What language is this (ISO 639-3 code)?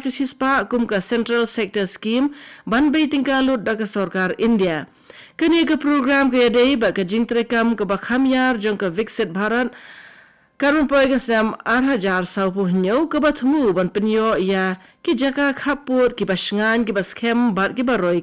kha